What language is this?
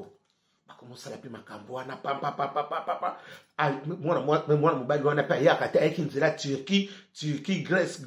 Lingala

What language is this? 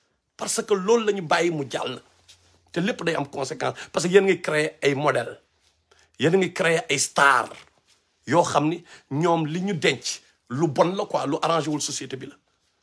Wolof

